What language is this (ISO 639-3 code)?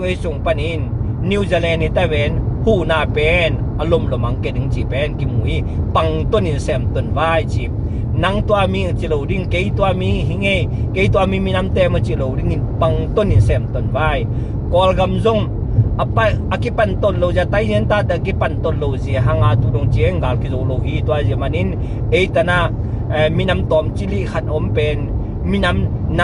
ctd